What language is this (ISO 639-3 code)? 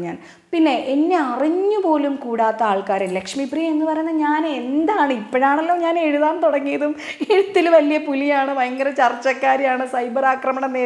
mal